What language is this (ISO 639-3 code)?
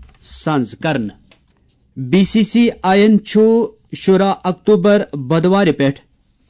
kas